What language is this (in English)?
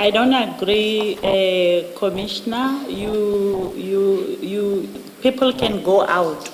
Venda